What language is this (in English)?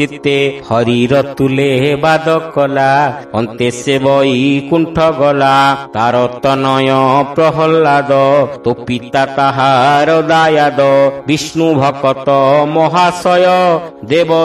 Odia